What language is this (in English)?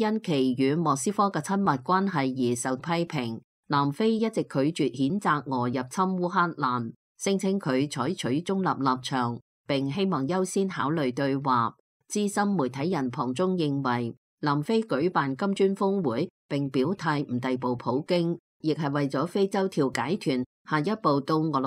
Cantonese